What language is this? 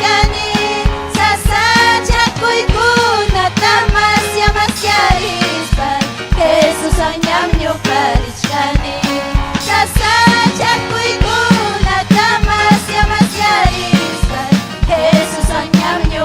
Ayacucho Quechua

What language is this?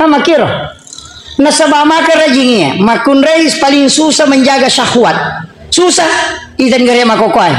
Buginese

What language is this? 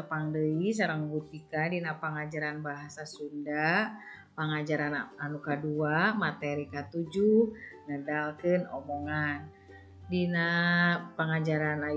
Sundanese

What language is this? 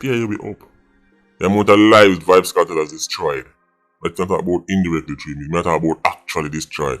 Jamaican Creole English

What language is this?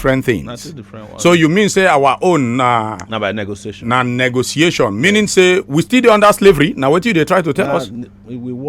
Nigerian Pidgin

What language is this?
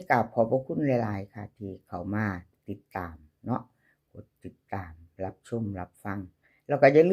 Northeastern Thai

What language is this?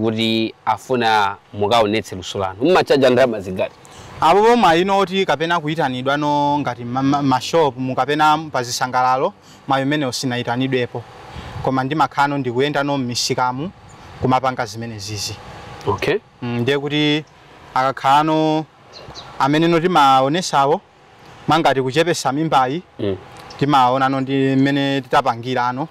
Nyanja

